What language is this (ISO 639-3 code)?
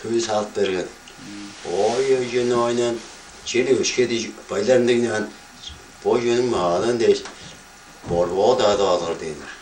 tyv